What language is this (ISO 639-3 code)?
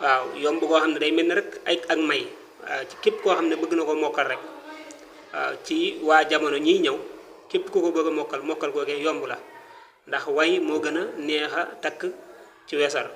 wol